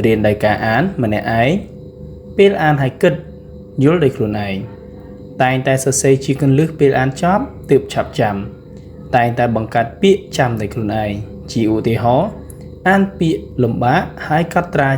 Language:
Khmer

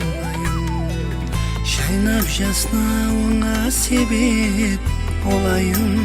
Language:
Kara-Kalpak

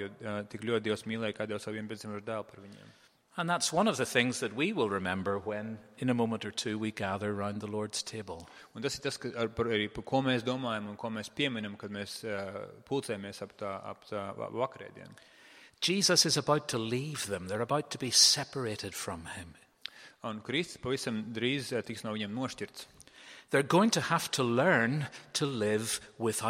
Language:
Latvian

